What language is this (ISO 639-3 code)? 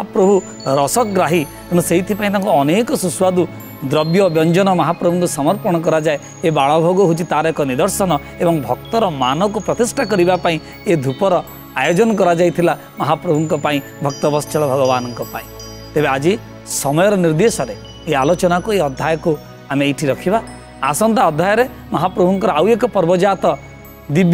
ori